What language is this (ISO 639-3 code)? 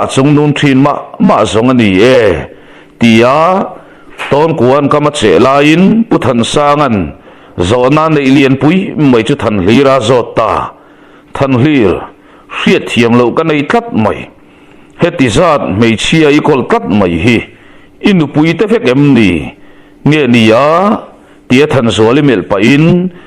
lus